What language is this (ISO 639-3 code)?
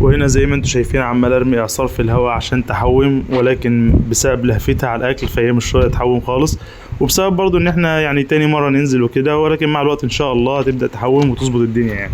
arz